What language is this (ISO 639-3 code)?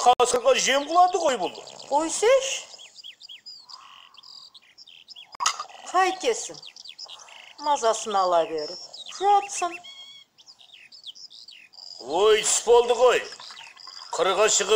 kaz